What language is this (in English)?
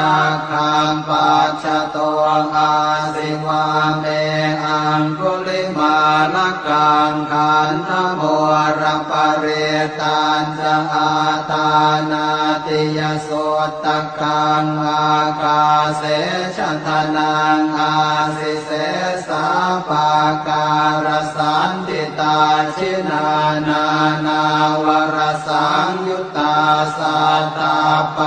Pali